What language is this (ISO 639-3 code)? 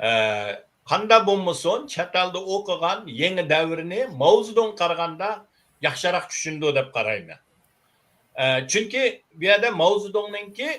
uig